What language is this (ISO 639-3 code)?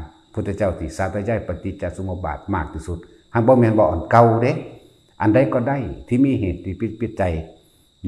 tts